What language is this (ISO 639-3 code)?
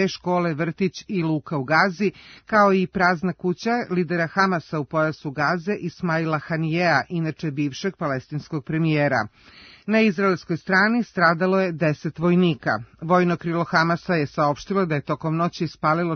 srp